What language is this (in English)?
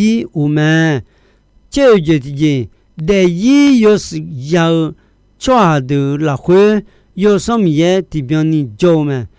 Akha